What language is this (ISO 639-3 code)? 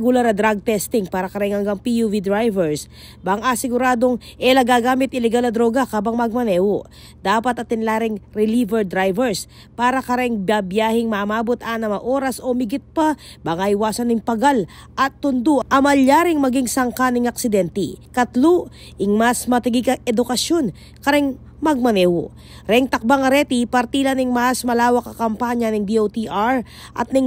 pam